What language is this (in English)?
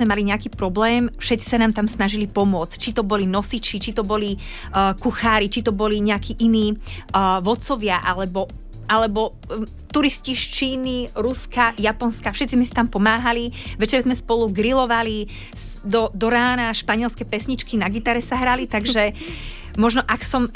Slovak